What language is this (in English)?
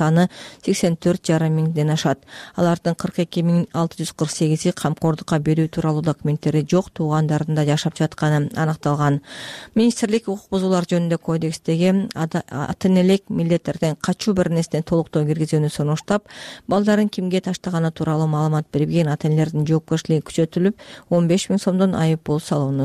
Kyrgyz